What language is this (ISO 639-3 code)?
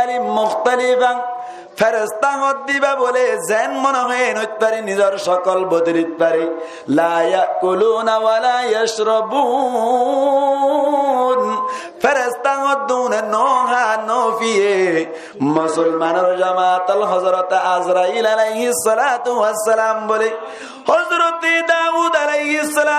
rhg